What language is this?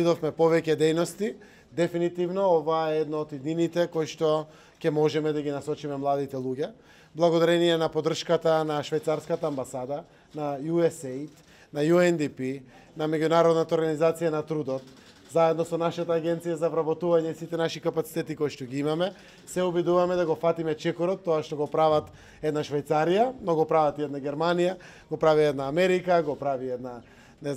Macedonian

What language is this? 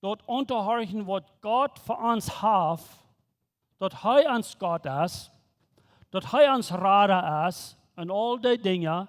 Plautdietsch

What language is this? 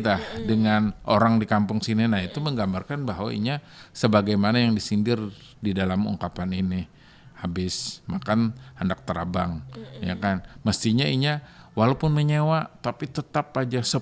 Banjar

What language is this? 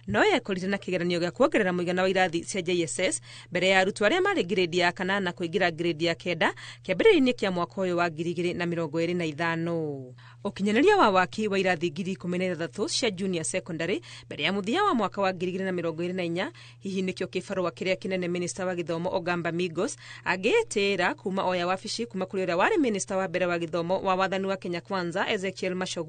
Kikuyu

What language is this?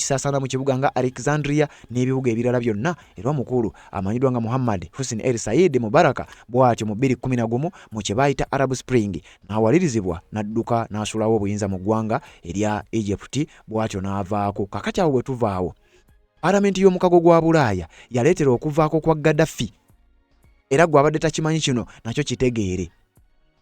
Ganda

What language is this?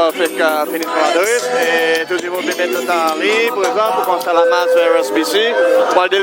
Seselwa Creole French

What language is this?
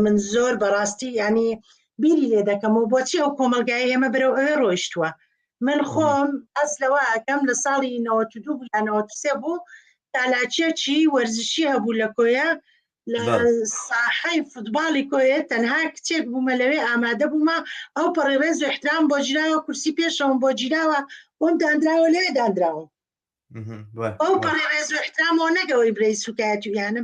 Central Kurdish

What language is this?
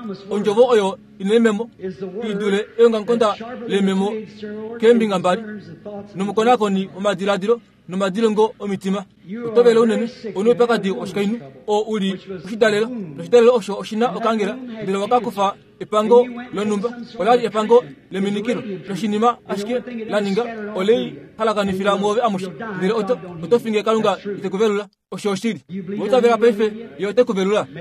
Kuanyama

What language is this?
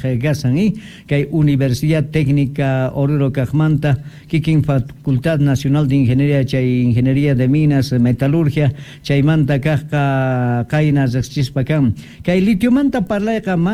South Bolivian Quechua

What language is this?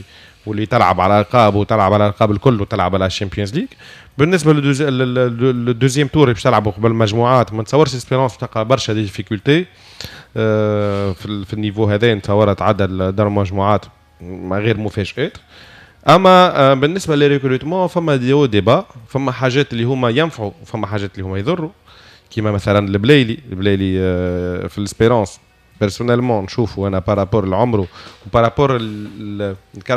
Tunisian Arabic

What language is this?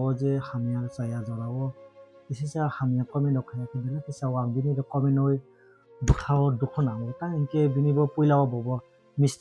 Kok Borok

